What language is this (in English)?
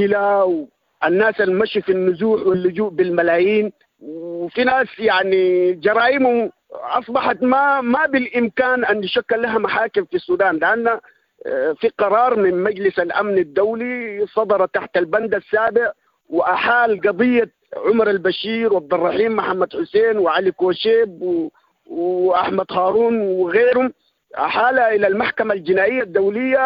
Sudanese Arabic